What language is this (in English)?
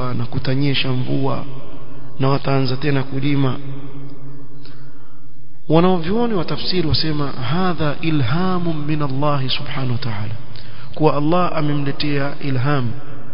Swahili